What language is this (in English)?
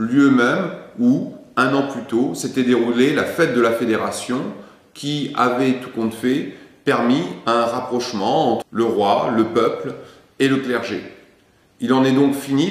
French